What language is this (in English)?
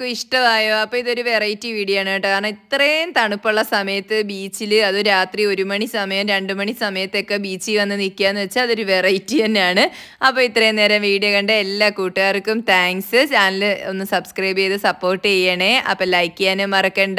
Malayalam